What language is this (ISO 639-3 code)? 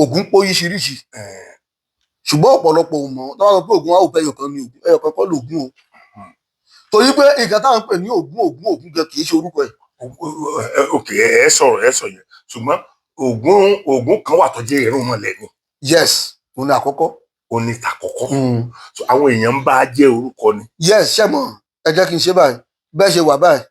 yor